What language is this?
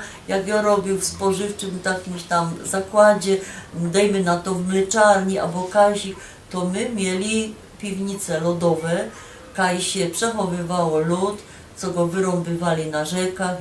Silesian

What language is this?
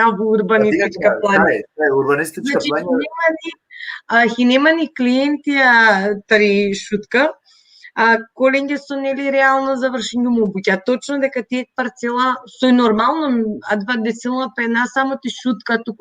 Balkan Romani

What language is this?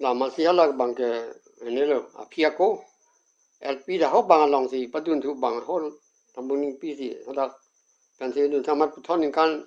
Karbi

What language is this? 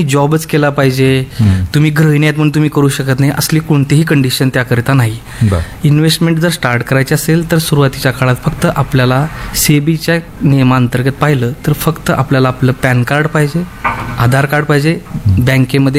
Marathi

